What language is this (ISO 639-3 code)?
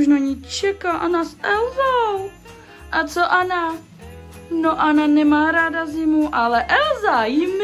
ces